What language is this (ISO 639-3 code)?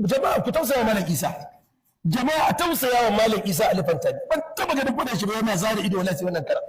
hau